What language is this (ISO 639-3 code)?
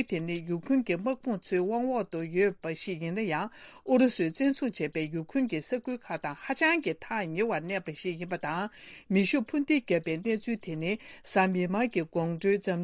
bod